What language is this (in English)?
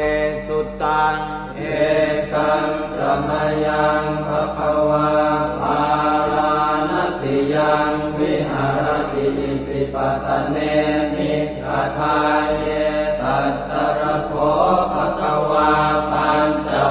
Pali